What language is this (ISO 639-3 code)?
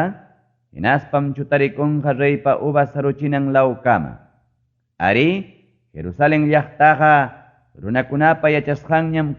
quy